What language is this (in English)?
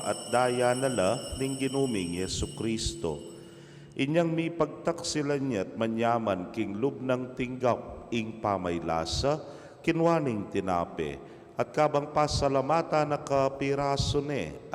Pampanga